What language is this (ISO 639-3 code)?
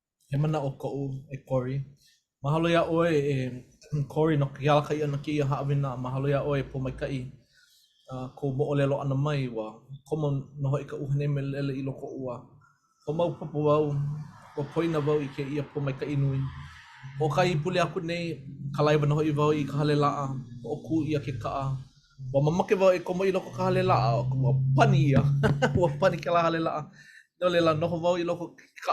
haw